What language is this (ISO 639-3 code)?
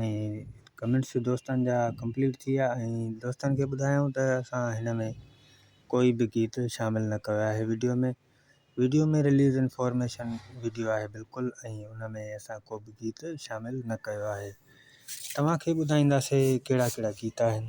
snd